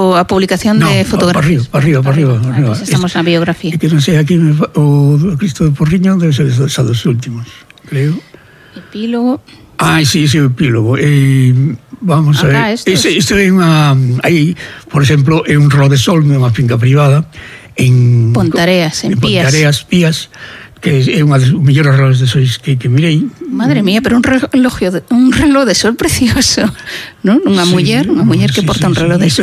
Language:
Galician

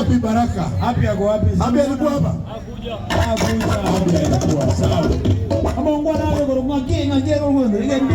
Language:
Gusii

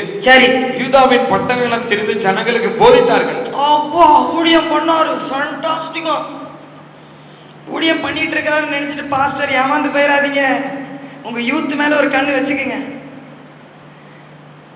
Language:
Tamil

